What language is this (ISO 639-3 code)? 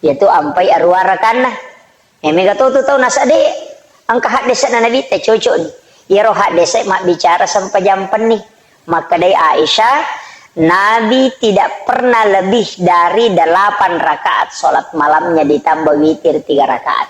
bug